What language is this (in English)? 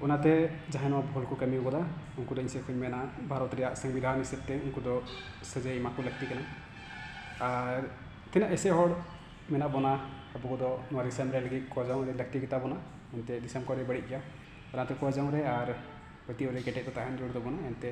Santali